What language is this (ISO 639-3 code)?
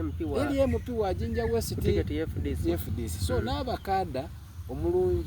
xog